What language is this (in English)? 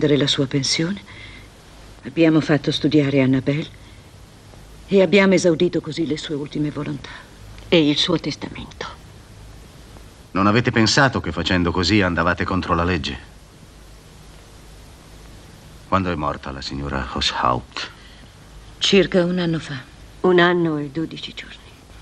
Italian